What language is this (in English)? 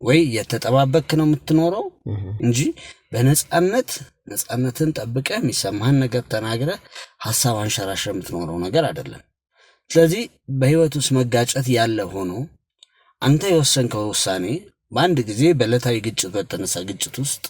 Amharic